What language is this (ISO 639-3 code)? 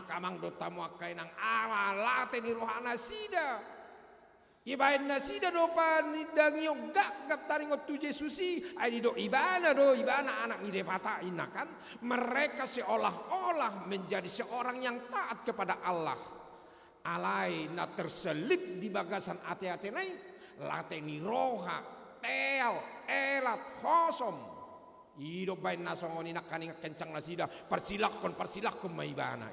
bbc